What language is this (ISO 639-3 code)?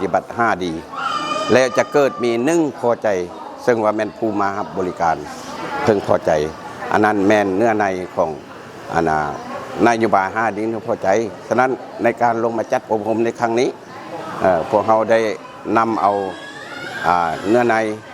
lao